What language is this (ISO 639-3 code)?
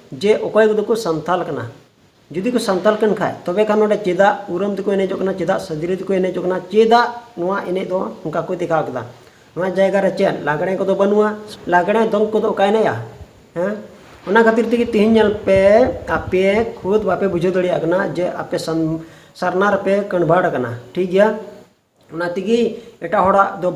sat